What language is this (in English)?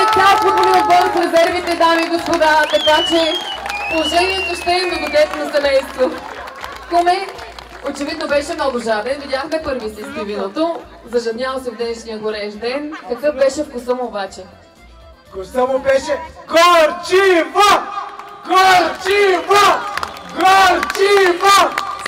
Bulgarian